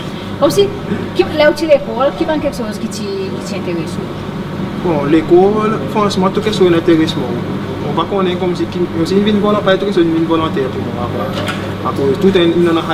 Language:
Seselwa Creole French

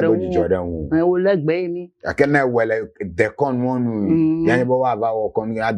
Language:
Ewe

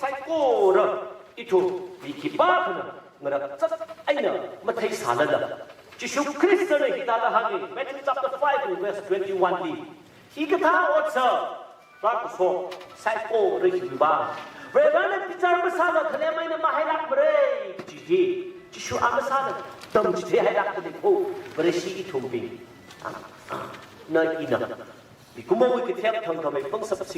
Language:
Tangkhul Naga (India)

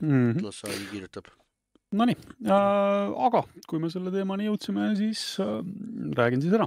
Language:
Estonian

